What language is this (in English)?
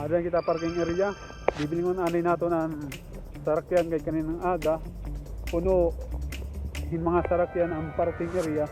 Waray